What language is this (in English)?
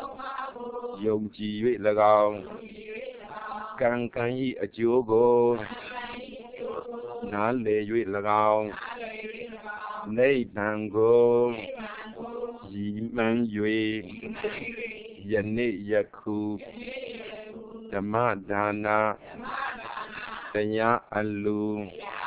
Burmese